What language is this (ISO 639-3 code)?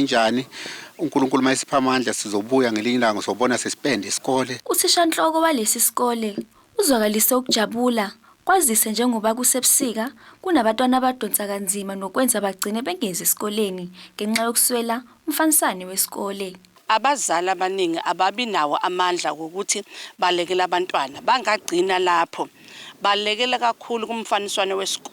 zul